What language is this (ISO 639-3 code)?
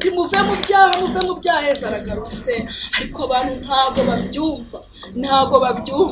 kin